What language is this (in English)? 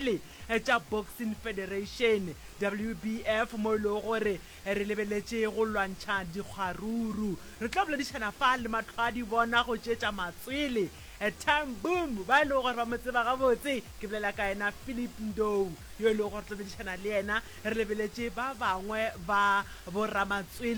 Northern Sotho